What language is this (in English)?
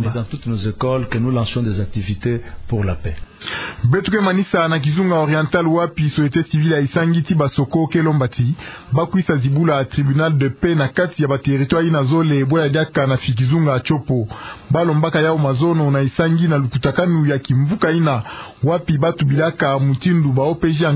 Kituba (Democratic Republic of Congo)